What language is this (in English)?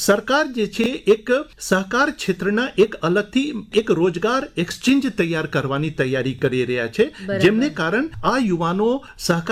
Gujarati